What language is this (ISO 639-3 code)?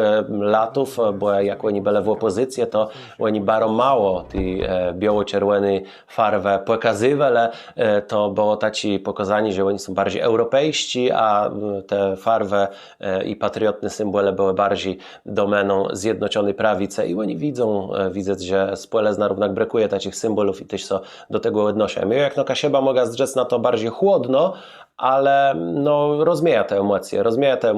csb